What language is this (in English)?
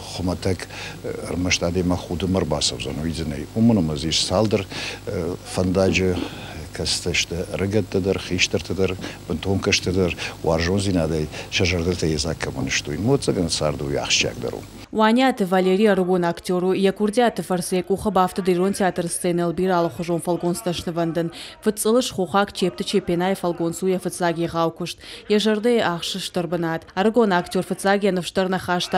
Ossetic